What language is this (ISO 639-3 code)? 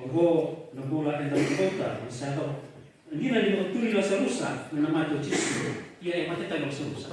fij